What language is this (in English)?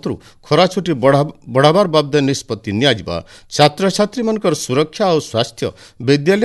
Odia